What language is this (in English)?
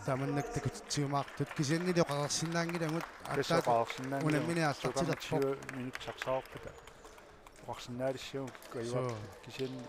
Kalaallisut